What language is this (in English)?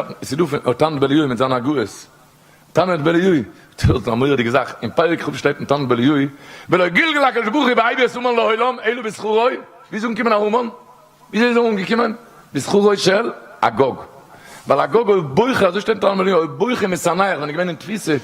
Yiddish